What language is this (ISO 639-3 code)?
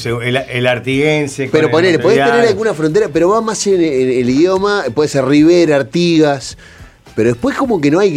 spa